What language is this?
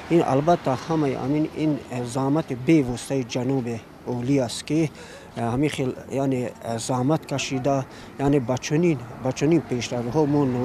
Tajik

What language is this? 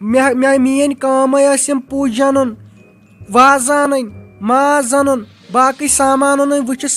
Kashmiri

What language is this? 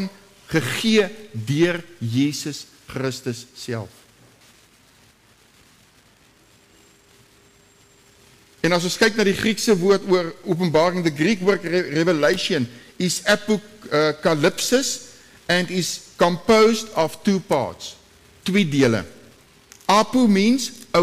Afrikaans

